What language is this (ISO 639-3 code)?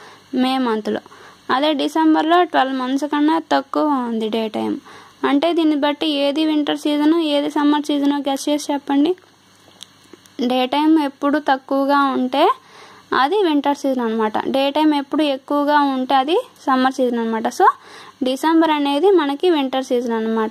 tel